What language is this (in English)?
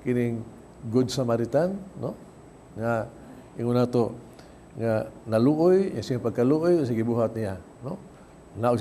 Cebuano